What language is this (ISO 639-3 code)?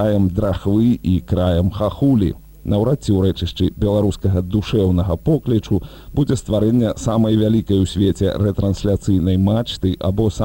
bel